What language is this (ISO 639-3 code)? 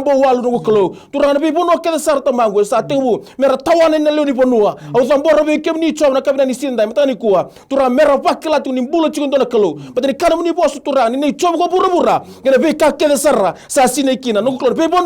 fij